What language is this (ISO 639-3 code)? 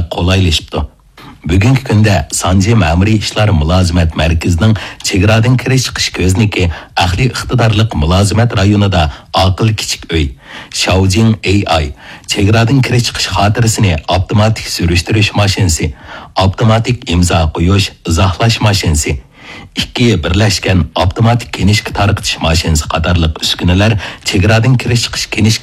uig